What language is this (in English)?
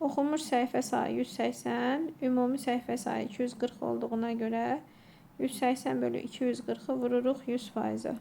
Azerbaijani